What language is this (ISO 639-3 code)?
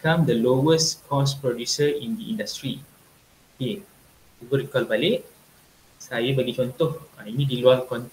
msa